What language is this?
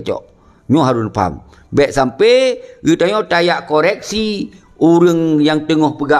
Achinese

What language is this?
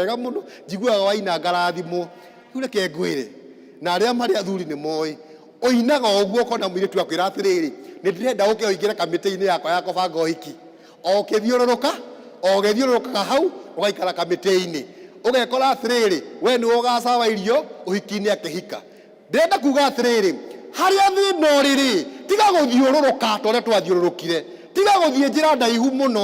Kikuyu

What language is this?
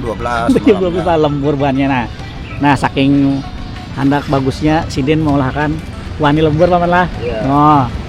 Banjar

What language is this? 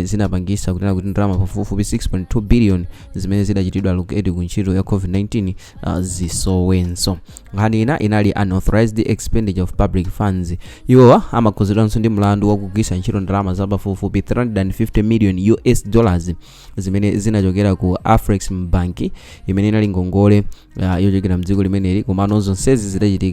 Nyanja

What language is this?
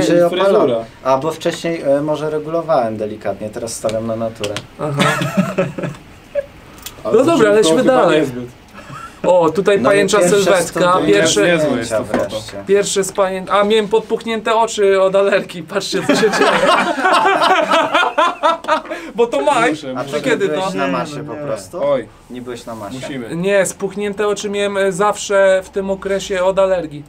Polish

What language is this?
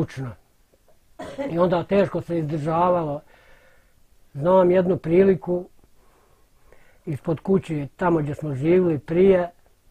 Bosnian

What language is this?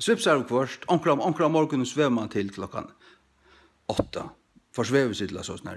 Faroese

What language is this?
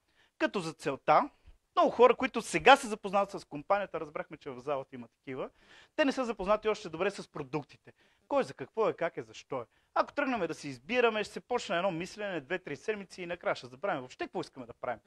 Bulgarian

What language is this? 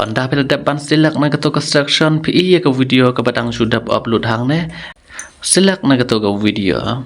Khasi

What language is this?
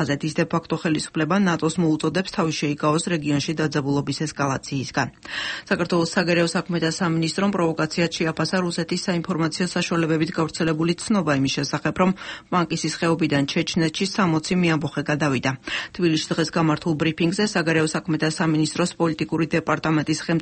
Georgian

